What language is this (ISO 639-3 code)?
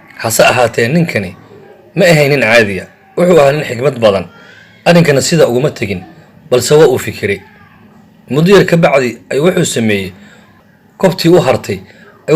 som